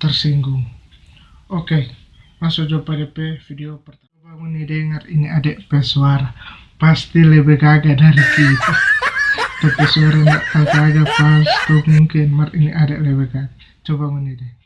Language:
Manado Malay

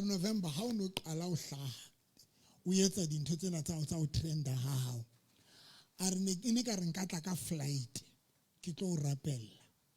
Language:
Southern Sotho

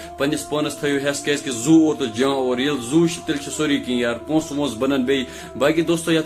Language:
Kashmiri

